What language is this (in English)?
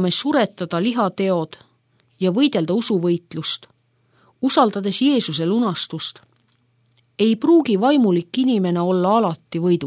Estonian